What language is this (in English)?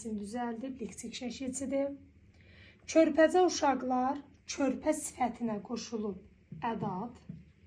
Azerbaijani